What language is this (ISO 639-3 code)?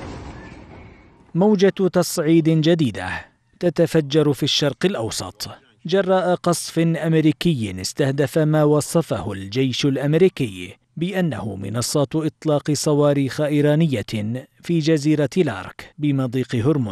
ara